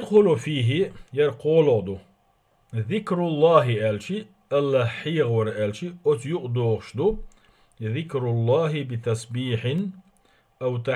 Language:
Chechen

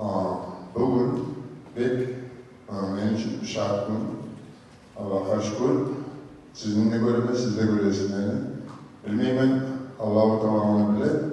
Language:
Kumyk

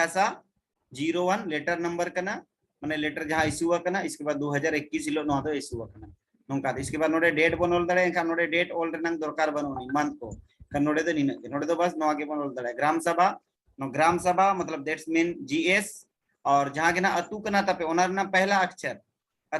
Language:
Santali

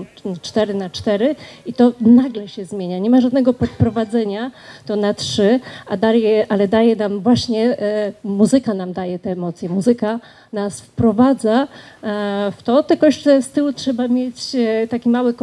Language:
Polish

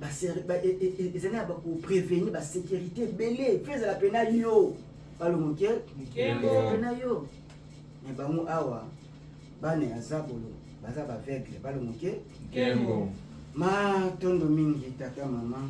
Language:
Lingala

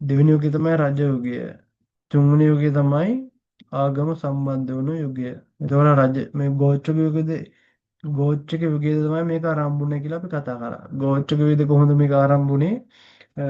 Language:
Sinhala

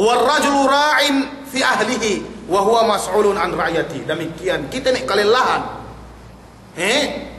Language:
Yakan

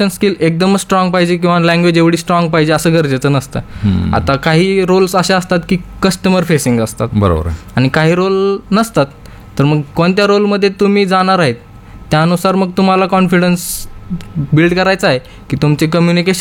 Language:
Marathi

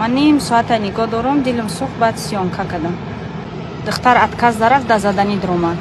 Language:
Tajik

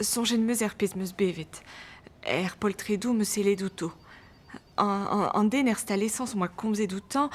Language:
Breton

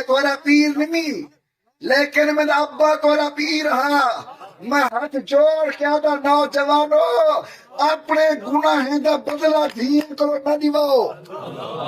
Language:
Saraiki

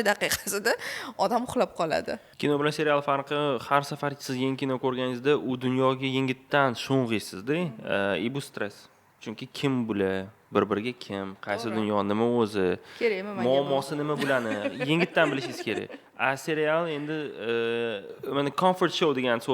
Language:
Uzbek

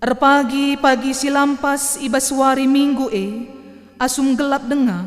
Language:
Batak Karo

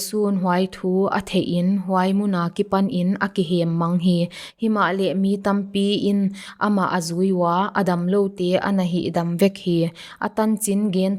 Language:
Paite Chin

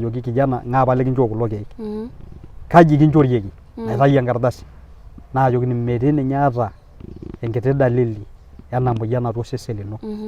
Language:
Masai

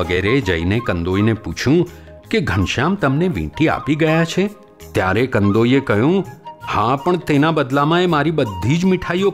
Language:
Gujarati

